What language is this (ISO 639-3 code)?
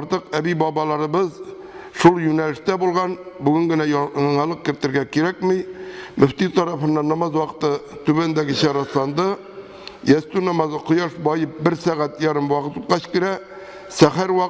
tat